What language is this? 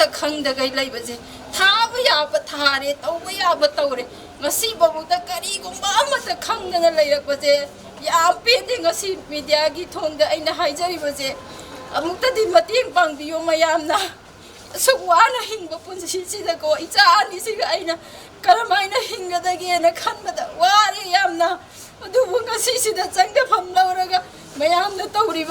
Manipuri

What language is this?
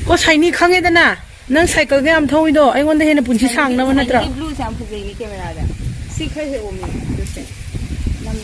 Manipuri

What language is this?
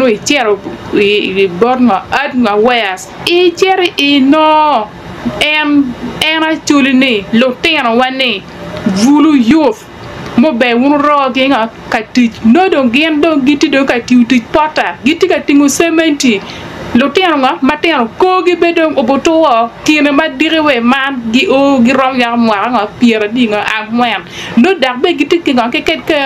Acoli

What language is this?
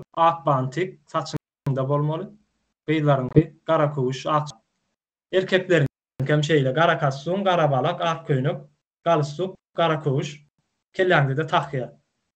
Turkmen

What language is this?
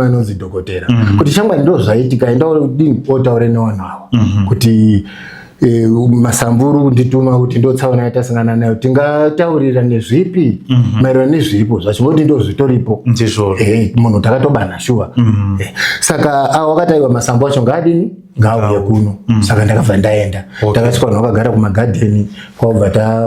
Shona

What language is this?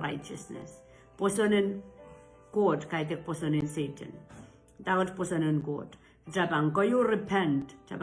Pohnpeian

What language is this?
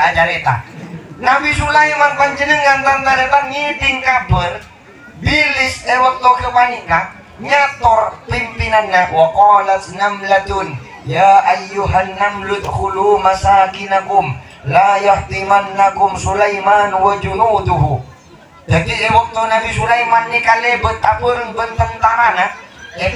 Madurese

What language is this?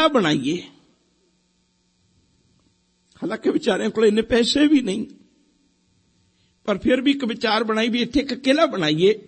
Punjabi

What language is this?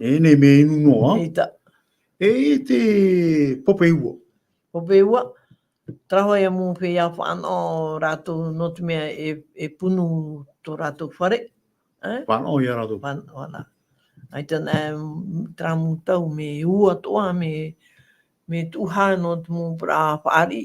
Tahitian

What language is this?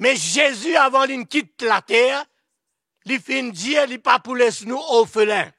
Morisyen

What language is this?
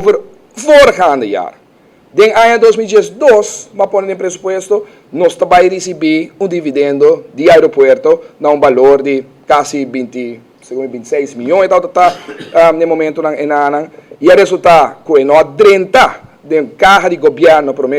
Papiamento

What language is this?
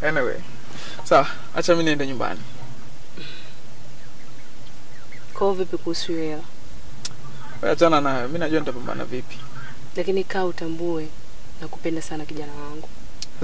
Swahili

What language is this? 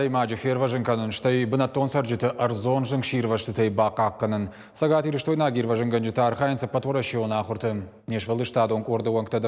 Ossetic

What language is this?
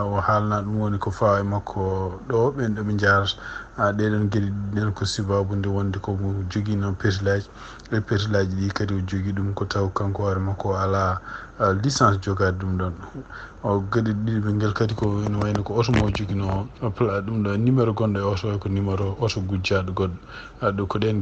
Fula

